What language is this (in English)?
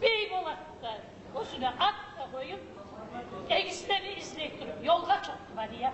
Kumyk